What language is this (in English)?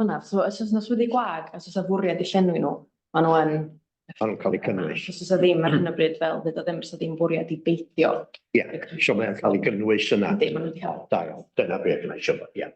Welsh